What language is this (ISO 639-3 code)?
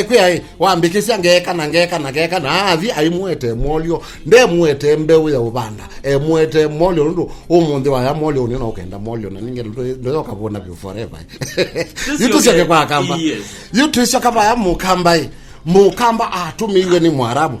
kam